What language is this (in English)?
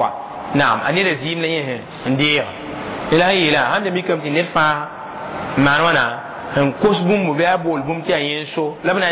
Mossi